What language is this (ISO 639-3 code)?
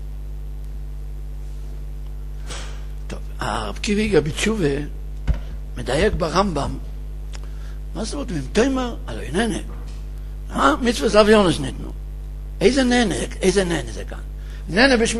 heb